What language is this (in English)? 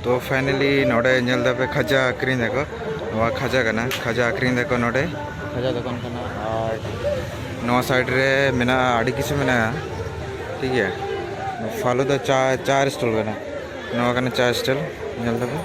Santali